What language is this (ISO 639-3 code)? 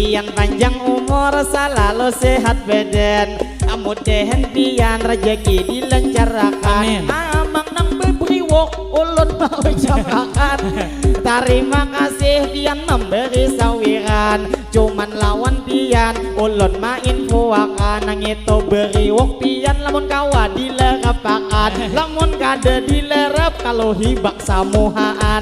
bjn